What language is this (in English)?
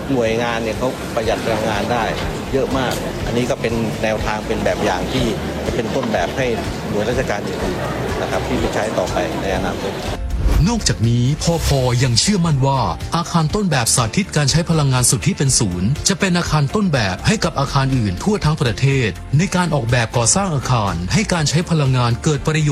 Thai